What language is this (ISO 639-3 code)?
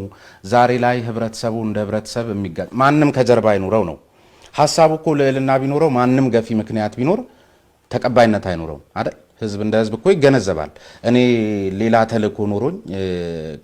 amh